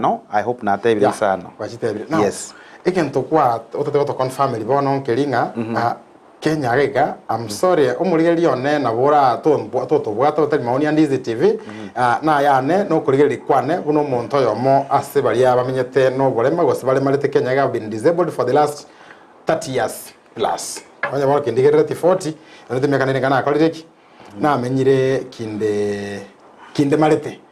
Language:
Gusii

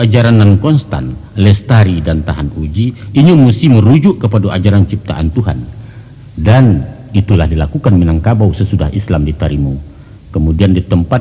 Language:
Minangkabau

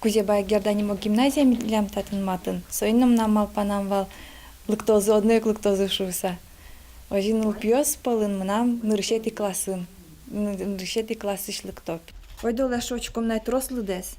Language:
Udmurt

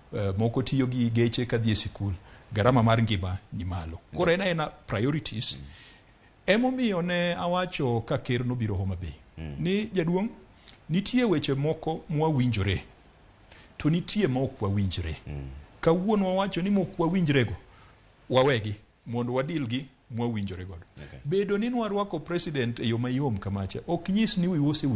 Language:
Luo (Kenya and Tanzania)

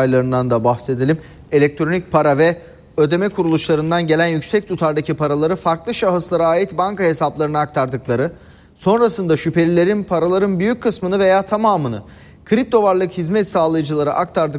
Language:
Turkish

